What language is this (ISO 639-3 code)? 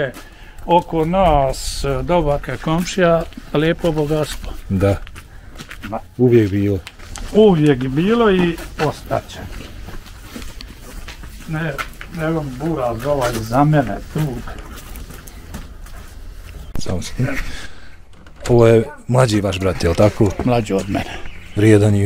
bos